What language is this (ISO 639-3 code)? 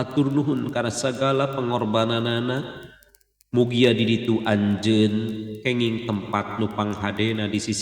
sun